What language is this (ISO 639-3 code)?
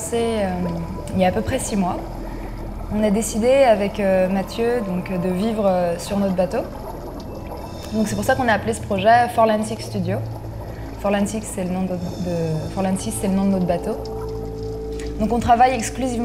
fra